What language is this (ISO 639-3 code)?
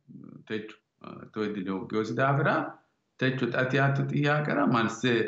sid